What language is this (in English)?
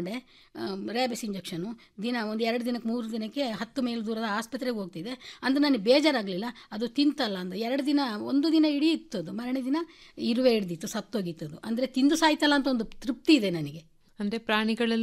Kannada